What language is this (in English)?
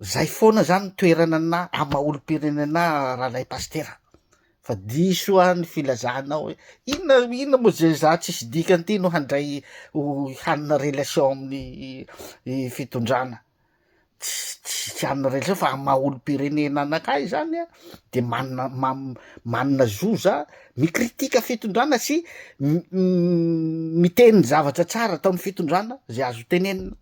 Malagasy